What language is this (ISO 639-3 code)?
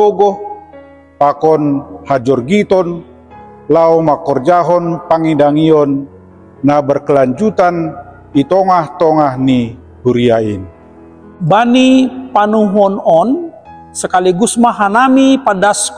bts